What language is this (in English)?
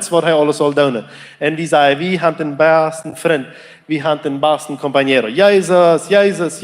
Plautdietsch